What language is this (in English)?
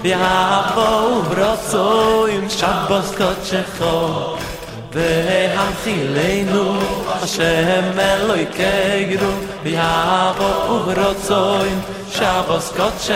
Hebrew